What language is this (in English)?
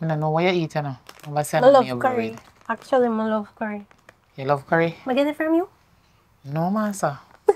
Jamaican Creole English